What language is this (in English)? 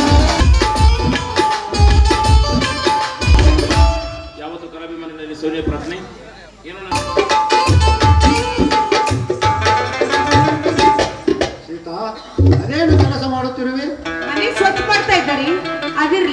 Kannada